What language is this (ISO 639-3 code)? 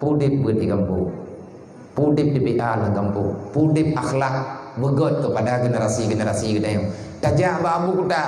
ace